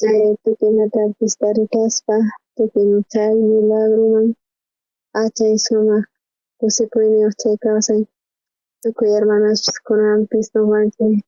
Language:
South Bolivian Quechua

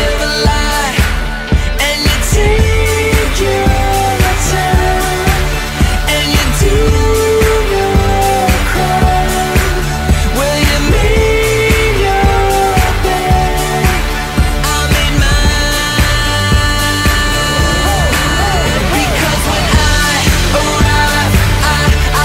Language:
English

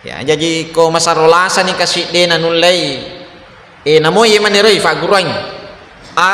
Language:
Buginese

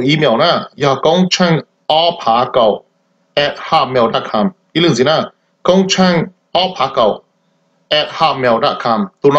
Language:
Hmong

